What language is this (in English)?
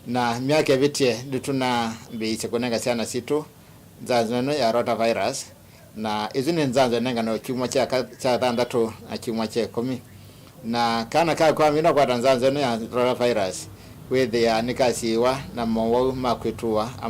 Kamba